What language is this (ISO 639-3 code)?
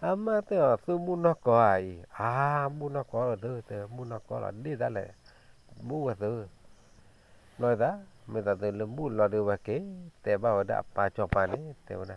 ksw